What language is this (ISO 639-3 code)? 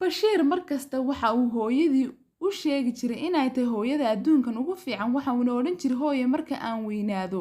som